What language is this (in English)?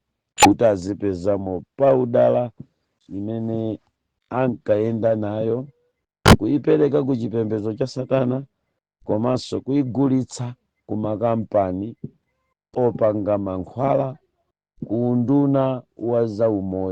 Nyanja